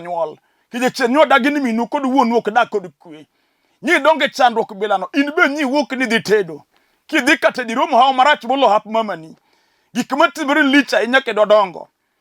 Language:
Luo (Kenya and Tanzania)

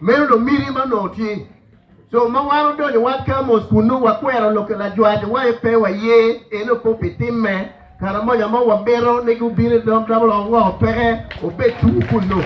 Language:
Acoli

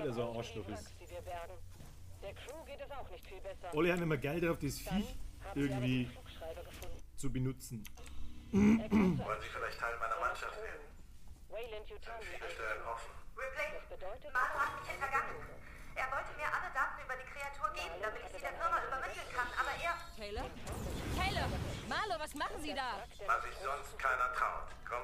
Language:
Bavarian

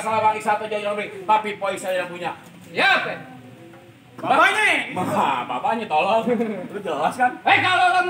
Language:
Betawi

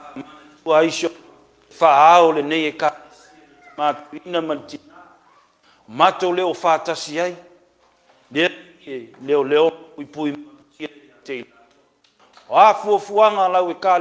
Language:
Samoan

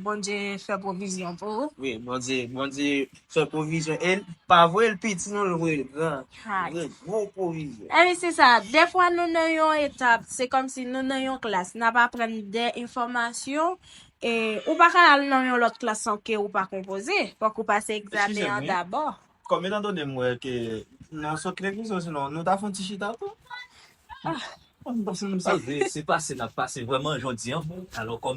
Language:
Haitian Creole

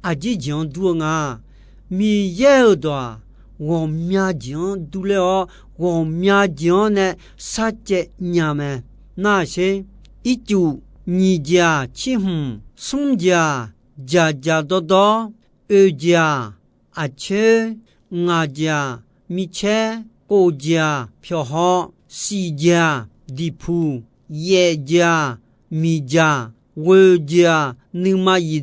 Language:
Akha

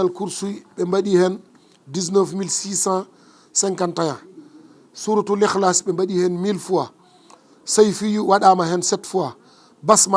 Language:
Fula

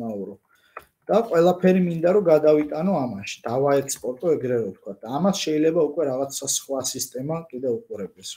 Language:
Georgian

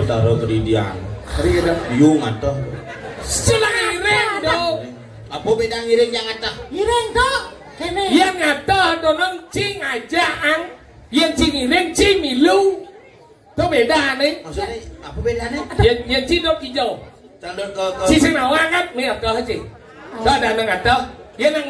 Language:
Balinese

